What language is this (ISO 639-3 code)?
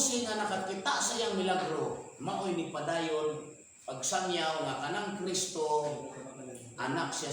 ceb